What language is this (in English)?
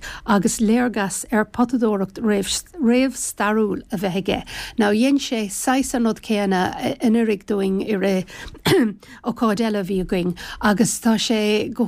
Irish